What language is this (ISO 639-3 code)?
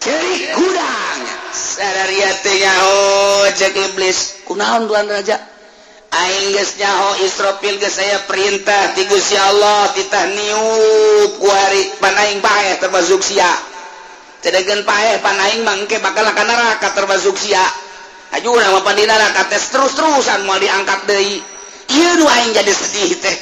sun